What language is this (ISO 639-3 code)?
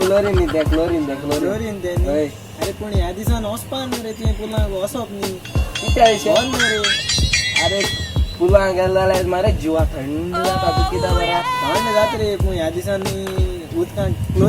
kok